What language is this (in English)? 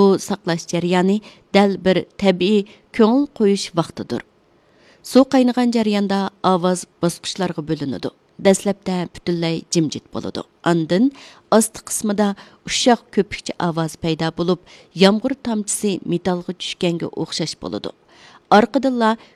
Uyghur